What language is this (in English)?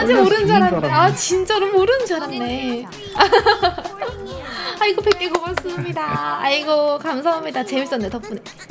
Korean